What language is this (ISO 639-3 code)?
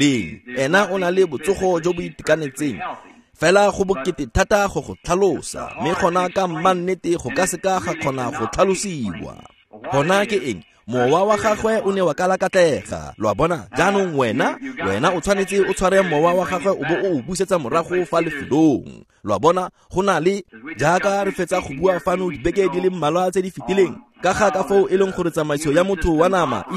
tsn